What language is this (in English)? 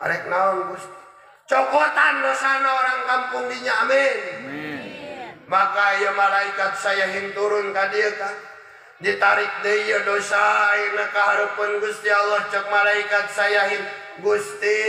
Sundanese